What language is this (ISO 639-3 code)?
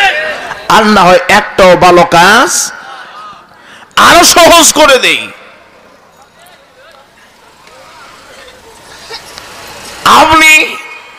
ben